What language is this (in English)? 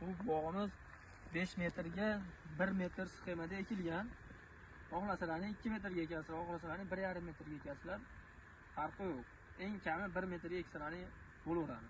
Uzbek